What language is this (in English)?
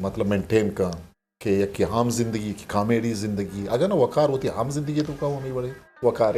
Eastern Balochi